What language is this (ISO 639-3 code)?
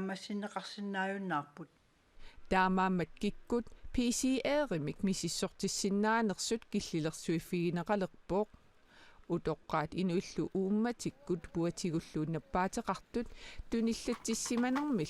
kal